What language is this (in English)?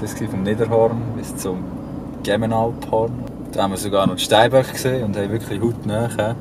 Swiss German